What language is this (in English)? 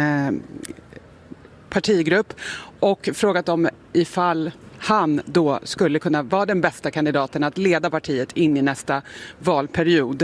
Swedish